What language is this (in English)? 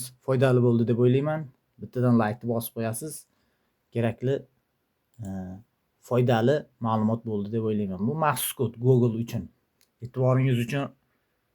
Uzbek